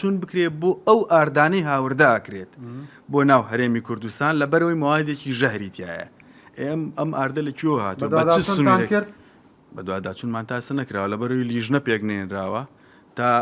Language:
Central Kurdish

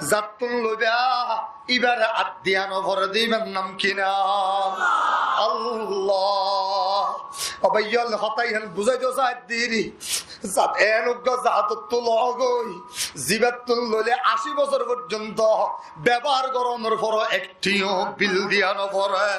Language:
Rohingya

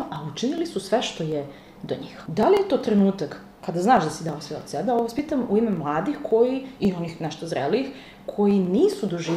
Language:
Serbian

